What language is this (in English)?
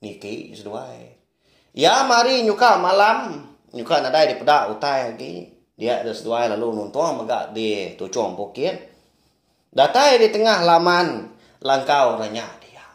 Iban